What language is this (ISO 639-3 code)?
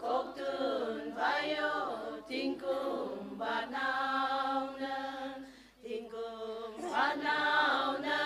nmf